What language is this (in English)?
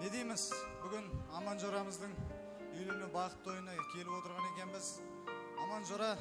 Kara-Kalpak